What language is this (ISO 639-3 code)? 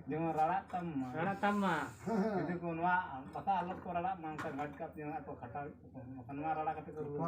sat